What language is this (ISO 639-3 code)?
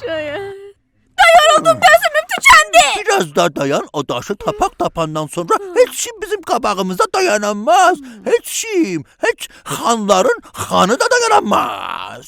azb